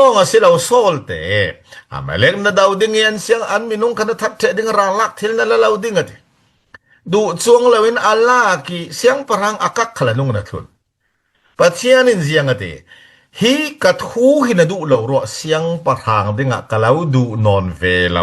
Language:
Falam Chin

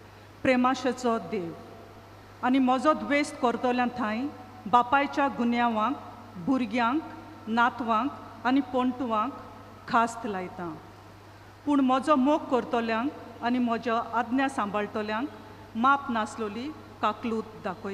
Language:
Konkani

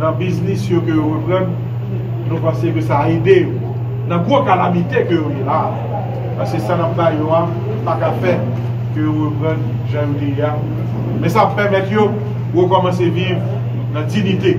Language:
Haitian Creole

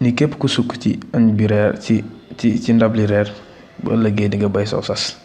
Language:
Wolof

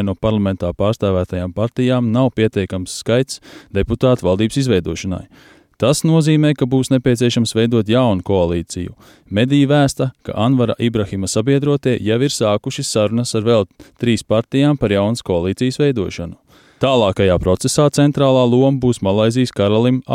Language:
Latvian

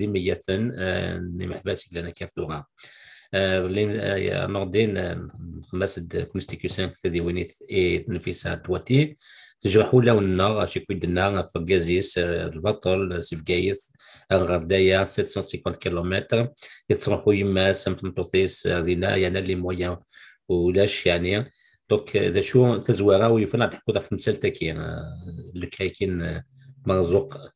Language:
Kabyle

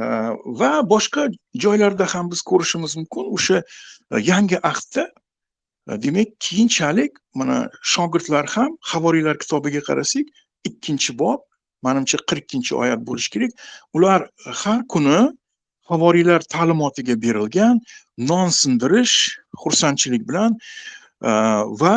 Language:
Uzbek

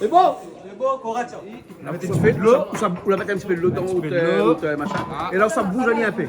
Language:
Réunion Creole French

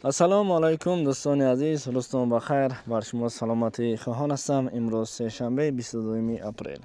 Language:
Tajik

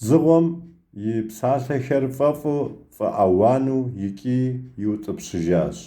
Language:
Kabardian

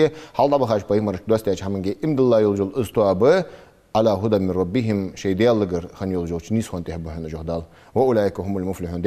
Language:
Ingush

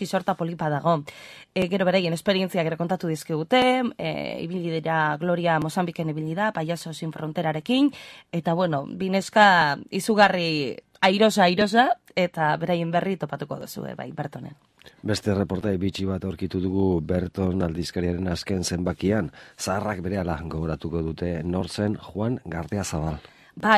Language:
Basque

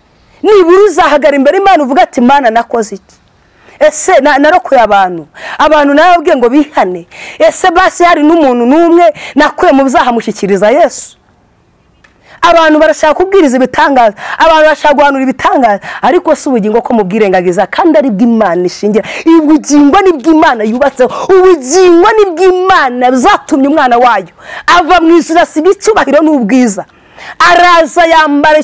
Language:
Kinyarwanda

